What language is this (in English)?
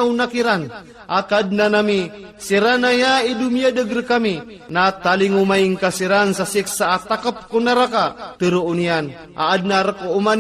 Maranao